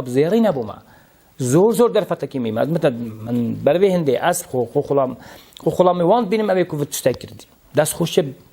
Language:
Kurdish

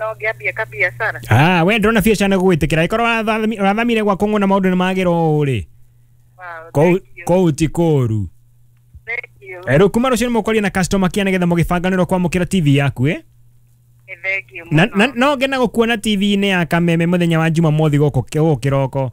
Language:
Kikuyu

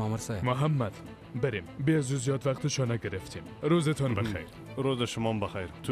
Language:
Persian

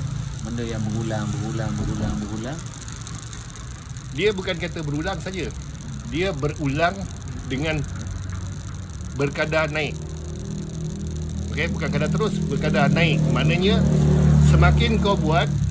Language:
Malay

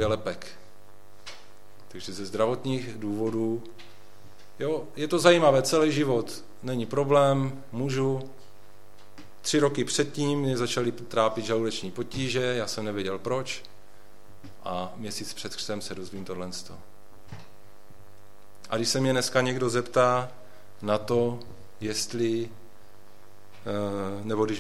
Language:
Czech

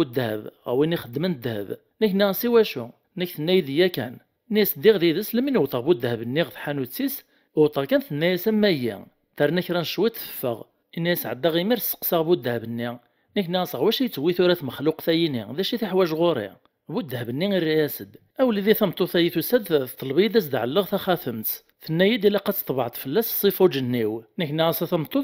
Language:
Kabyle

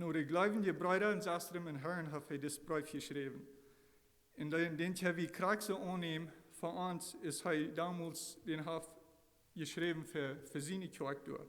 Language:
Plautdietsch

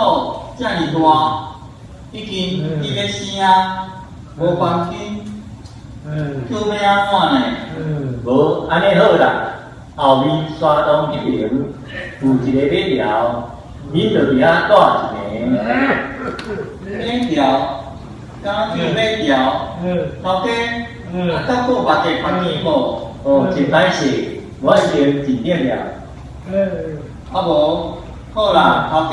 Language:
Min Nan Chinese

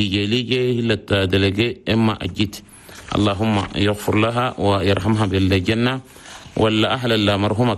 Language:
Chadian Arabic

